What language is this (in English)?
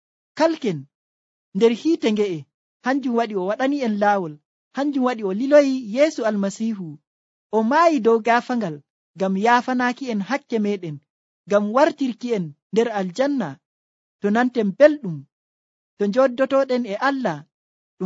Nigerian Fulfulde